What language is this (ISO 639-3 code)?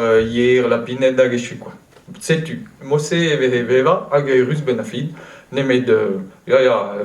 bre